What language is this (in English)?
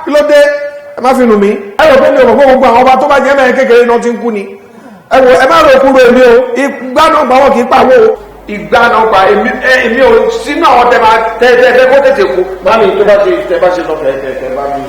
Yoruba